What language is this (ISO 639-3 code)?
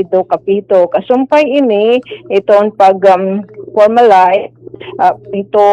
war